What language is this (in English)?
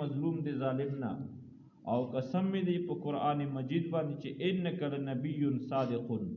Pashto